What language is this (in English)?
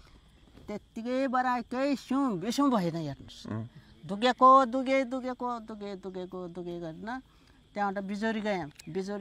Nepali